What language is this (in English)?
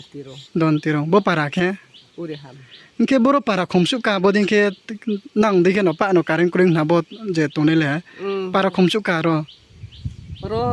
Riang (India)